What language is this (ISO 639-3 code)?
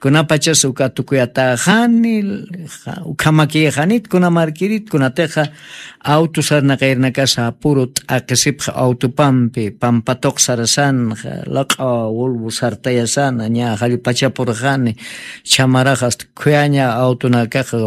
aym